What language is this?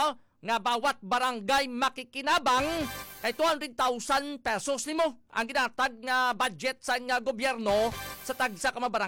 Hiligaynon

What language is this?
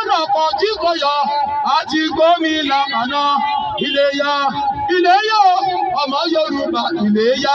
Yoruba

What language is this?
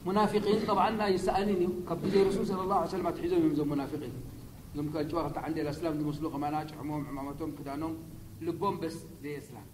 Tigrinya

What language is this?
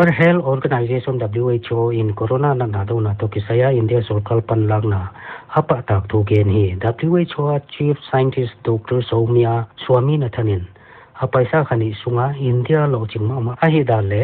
Paite Chin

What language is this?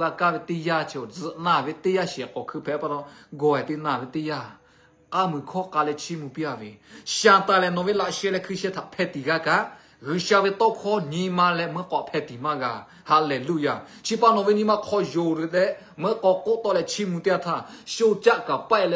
Lahu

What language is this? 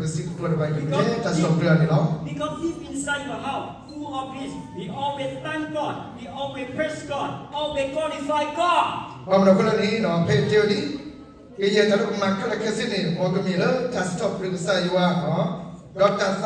S'gaw Karen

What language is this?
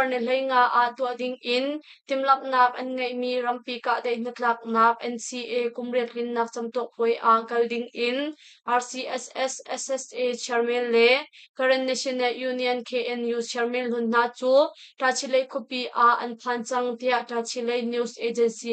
Hakha Chin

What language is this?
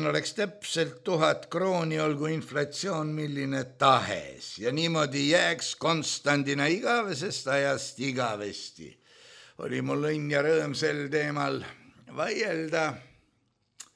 Estonian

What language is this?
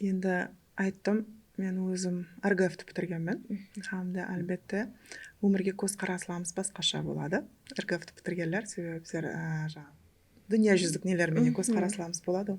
Kara-Kalpak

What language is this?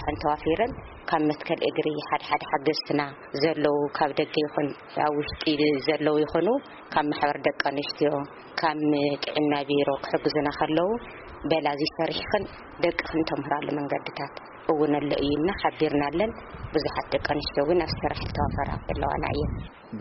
Tigrinya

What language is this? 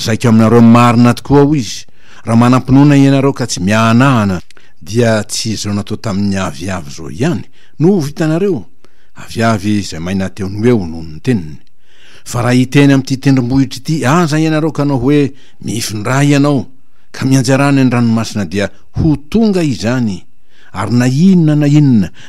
Malagasy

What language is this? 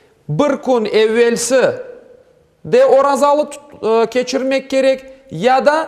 Crimean Tatar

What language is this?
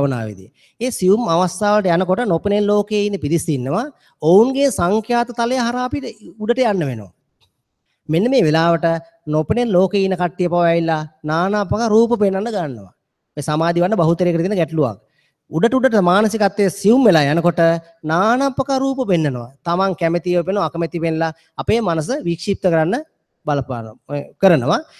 Sinhala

